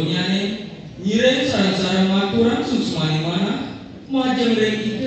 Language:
Balinese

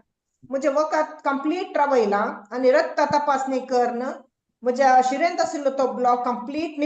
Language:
Konkani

